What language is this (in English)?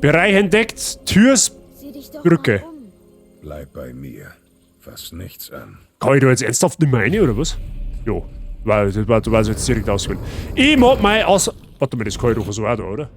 Bavarian